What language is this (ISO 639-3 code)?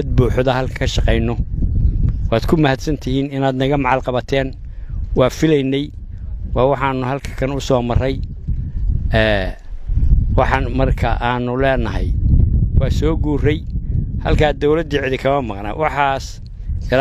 som